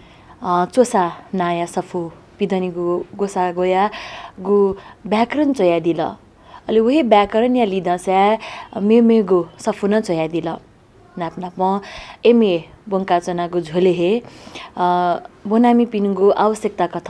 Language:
Newari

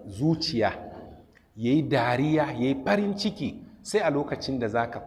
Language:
Hausa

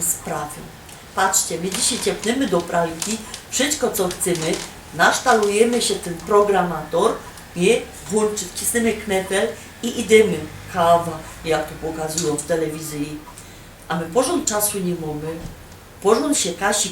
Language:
Silesian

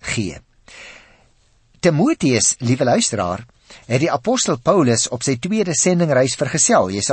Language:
Afrikaans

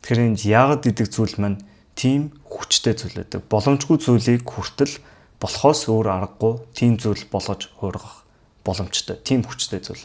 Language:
Mongolian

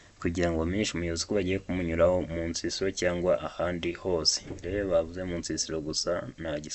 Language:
Kinyarwanda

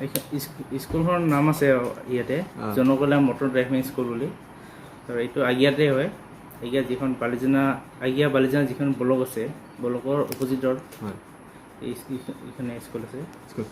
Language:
Assamese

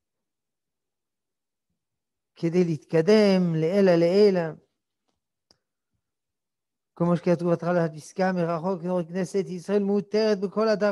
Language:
Hebrew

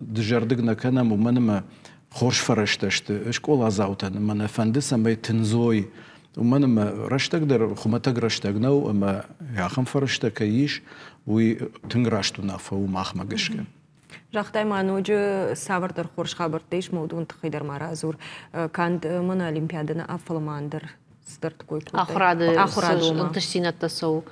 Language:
Ossetic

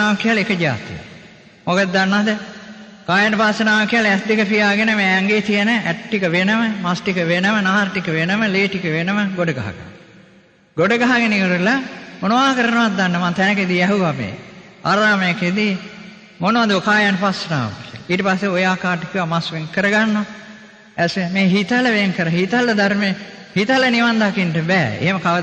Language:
Sinhala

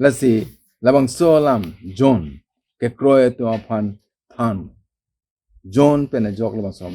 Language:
Karbi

